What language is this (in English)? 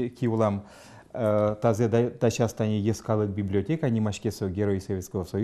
Udmurt